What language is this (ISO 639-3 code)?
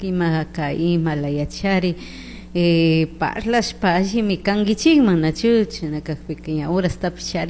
qug